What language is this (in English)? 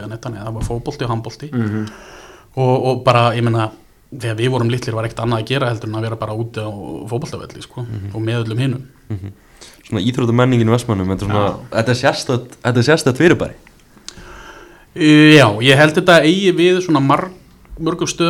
Icelandic